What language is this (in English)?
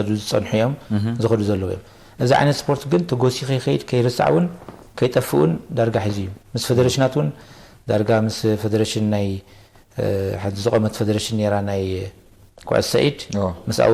Tigrinya